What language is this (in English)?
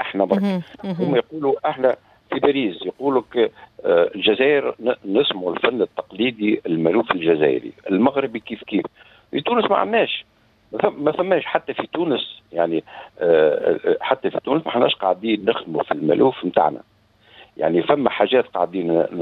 Tunisian Arabic